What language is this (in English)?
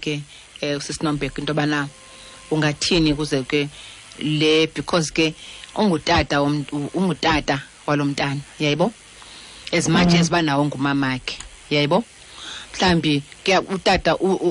Xhosa